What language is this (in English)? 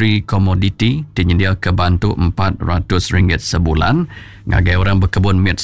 Iban